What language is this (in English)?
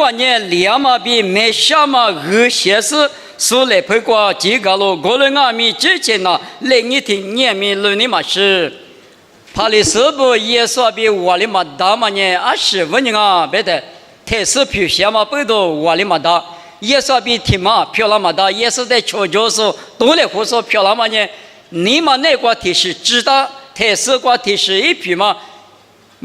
Lisu